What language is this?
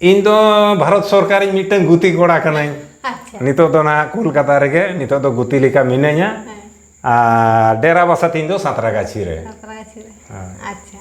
Santali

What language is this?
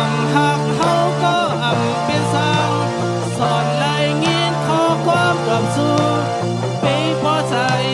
Shan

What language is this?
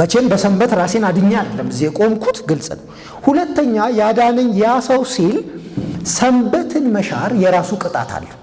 Amharic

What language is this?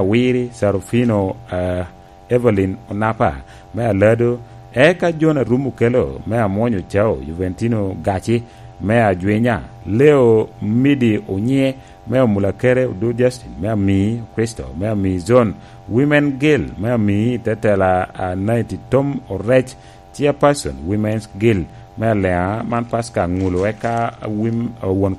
Lango (Uganda)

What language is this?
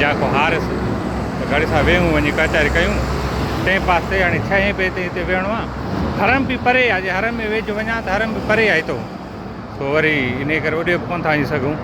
Sindhi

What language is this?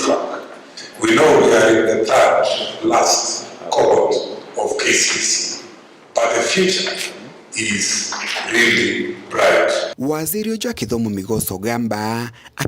Meru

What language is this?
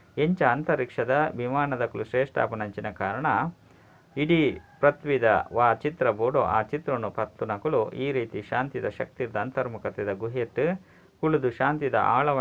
Tulu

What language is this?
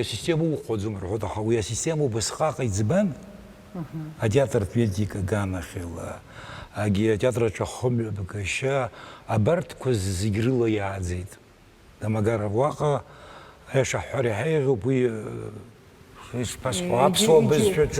Abkhazian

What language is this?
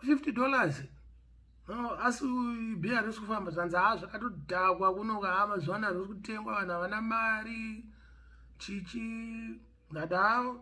Shona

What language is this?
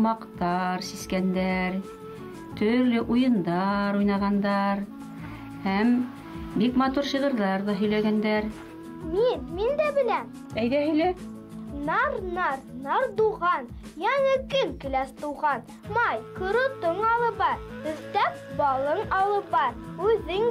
Bashkir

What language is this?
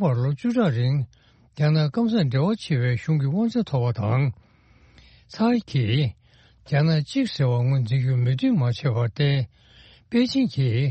Tibetan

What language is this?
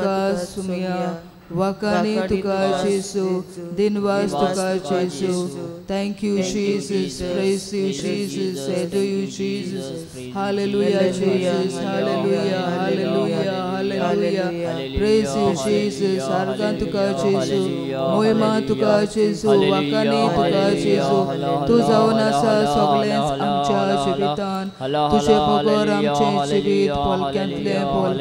Konkani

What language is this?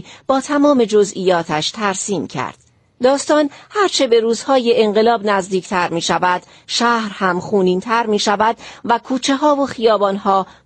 Persian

